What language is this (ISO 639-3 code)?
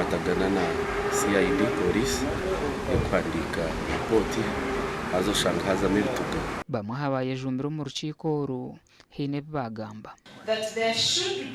nyn